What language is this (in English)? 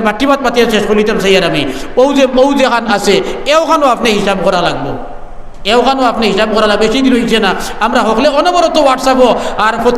Sylheti